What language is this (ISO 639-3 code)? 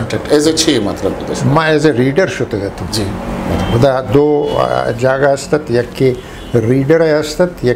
bgp